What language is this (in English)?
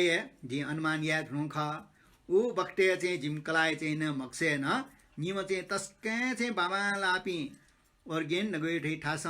Newari